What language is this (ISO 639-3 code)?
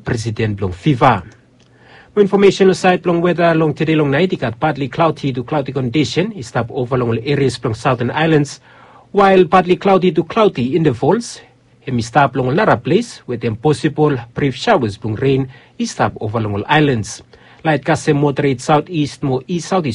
bis